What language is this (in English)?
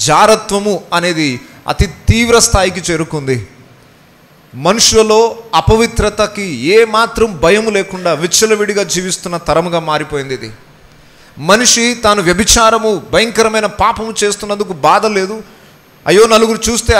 Telugu